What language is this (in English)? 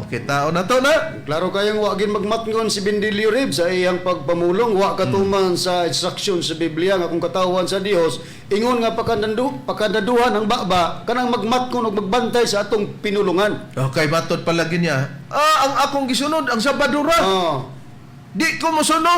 Cebuano